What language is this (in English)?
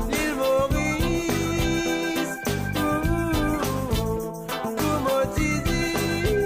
Morisyen